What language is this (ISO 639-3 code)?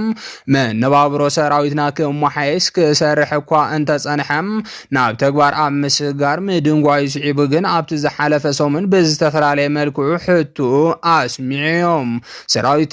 tir